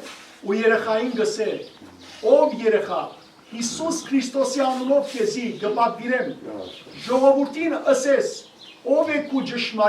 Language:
Western Armenian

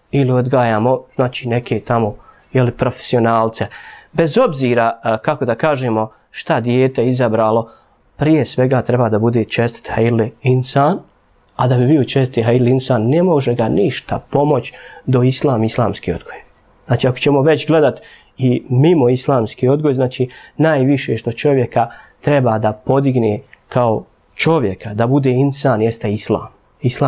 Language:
Bosnian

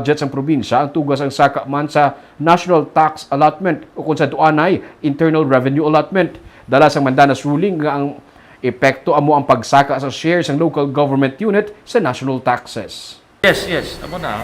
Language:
Hiligaynon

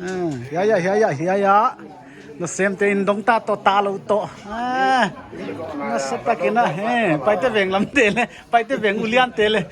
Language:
Paite Chin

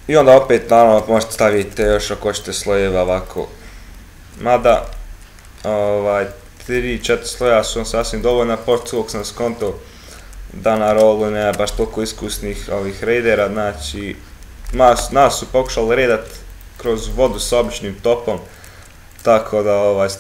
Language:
Croatian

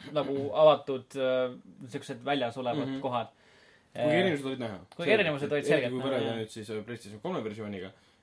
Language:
Estonian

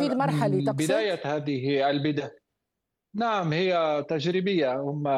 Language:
Arabic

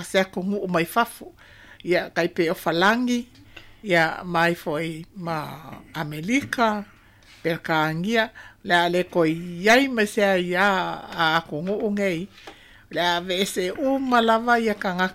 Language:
Samoan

